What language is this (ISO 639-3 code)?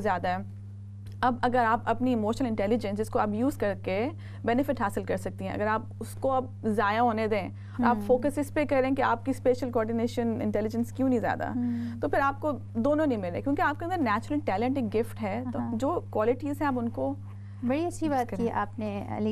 urd